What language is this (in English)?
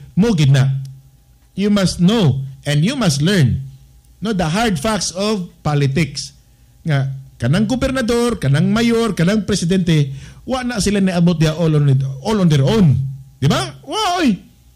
Cebuano